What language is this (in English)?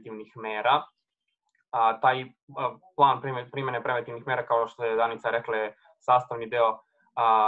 Serbian